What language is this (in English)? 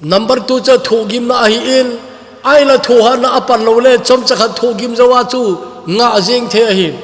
Thado Chin